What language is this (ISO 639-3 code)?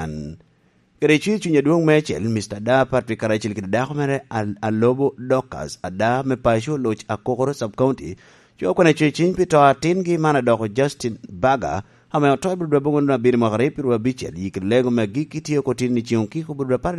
laj